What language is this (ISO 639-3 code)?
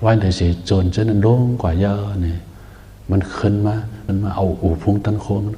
shn